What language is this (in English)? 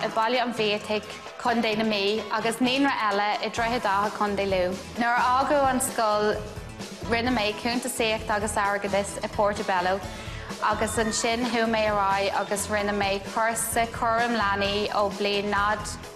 Irish